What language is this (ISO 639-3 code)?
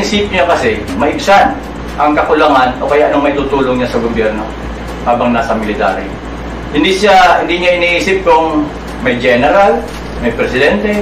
fil